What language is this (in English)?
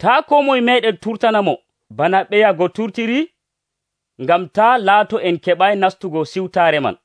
Nigerian Fulfulde